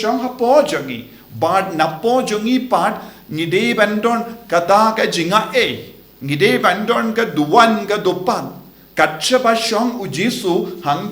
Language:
Khasi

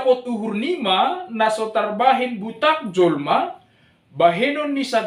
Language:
Batak Simalungun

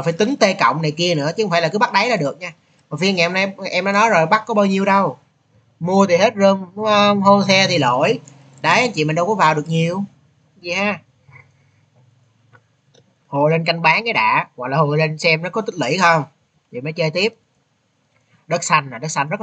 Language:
Vietnamese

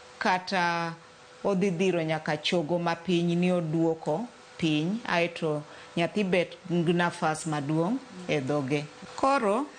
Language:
Luo (Kenya and Tanzania)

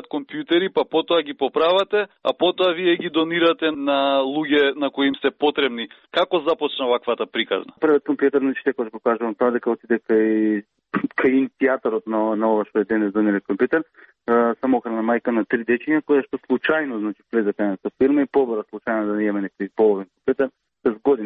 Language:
Macedonian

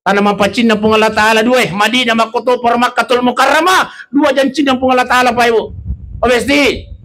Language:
Buginese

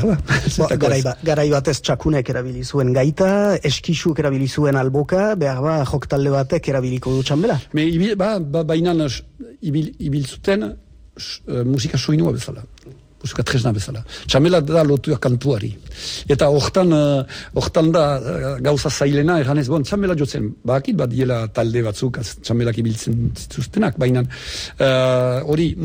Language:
Basque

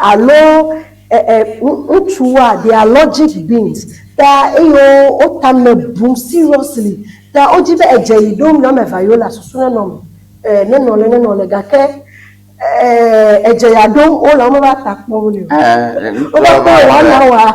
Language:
Ewe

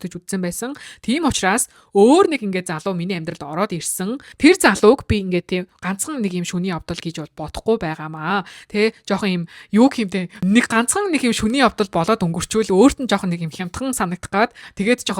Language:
Mongolian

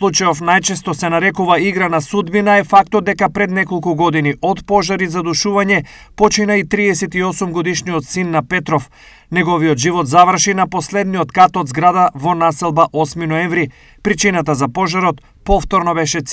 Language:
Macedonian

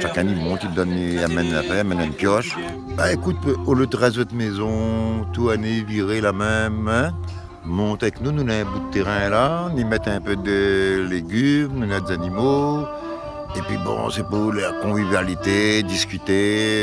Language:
Réunion Creole French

